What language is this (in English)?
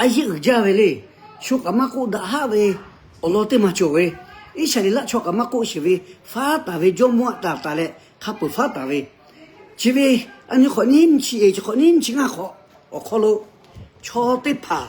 Lahu